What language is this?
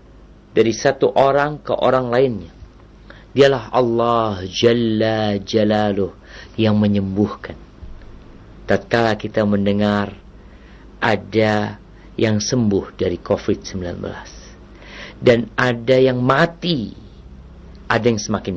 Indonesian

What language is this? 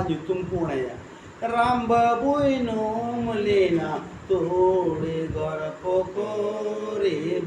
Santali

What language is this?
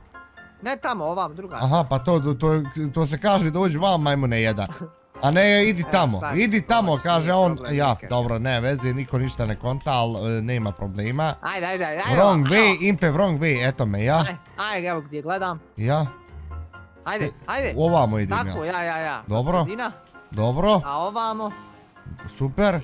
Bosnian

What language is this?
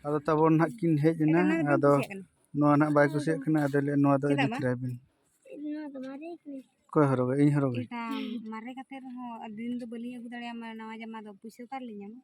Santali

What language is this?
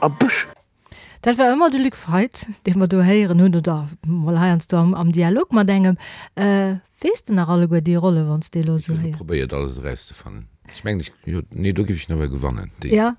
Luxembourgish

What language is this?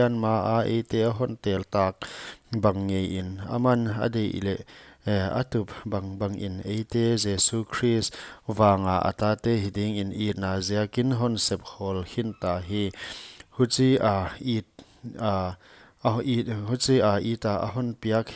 Paite Chin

